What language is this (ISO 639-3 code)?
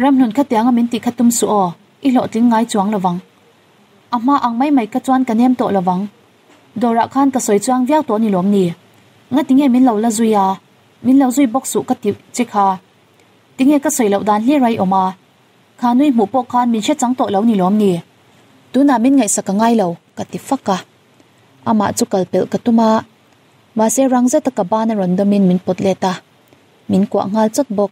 lus